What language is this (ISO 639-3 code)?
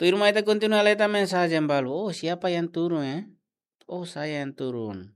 tet